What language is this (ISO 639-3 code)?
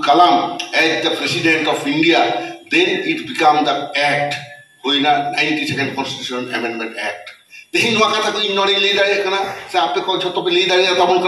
sat